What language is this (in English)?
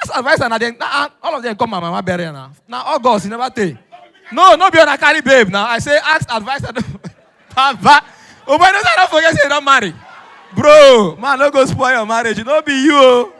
Nigerian Pidgin